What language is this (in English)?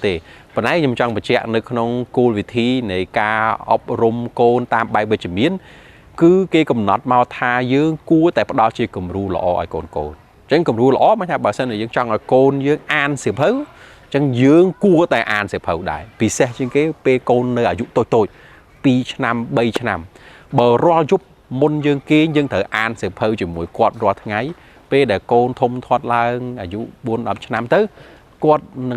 Khmer